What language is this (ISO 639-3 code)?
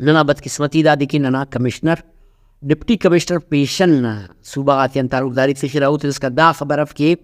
brh